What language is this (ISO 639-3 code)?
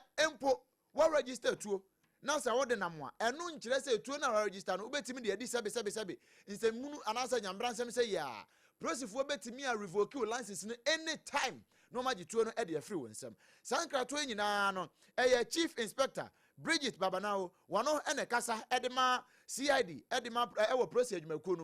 aka